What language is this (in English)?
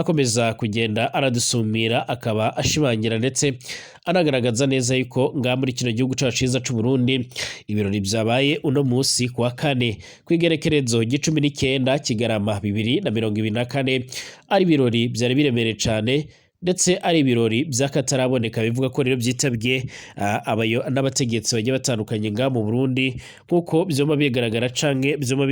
Rundi